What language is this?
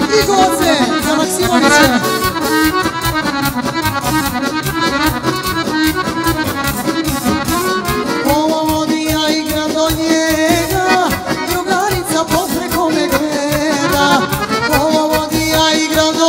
Serbian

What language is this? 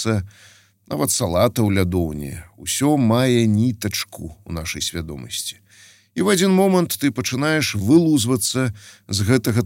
Belarusian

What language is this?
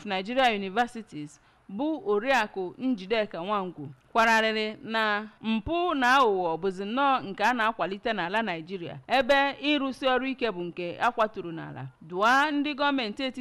Igbo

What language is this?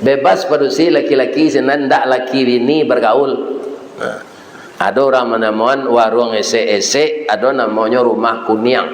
Minangkabau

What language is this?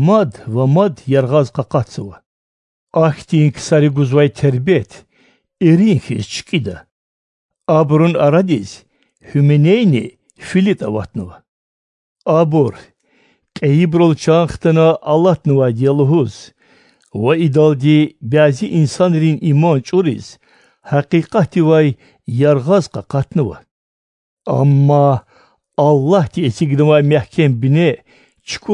Lezghian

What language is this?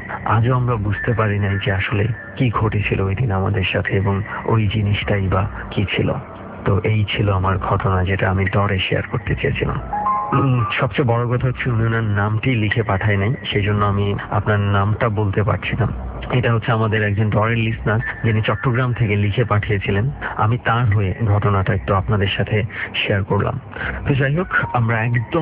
Bangla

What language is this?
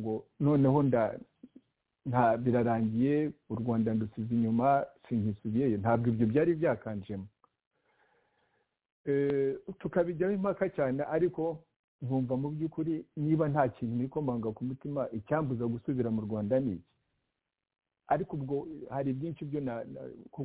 Kinyarwanda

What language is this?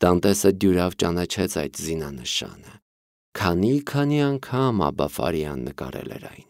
Armenian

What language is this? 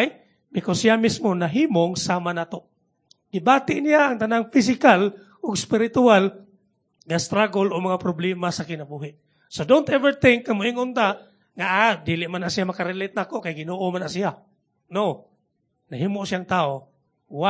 Cebuano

